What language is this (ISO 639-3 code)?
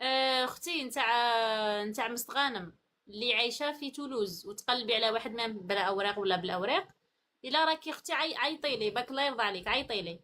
arq